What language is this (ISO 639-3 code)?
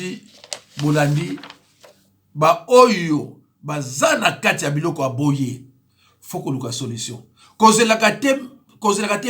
lin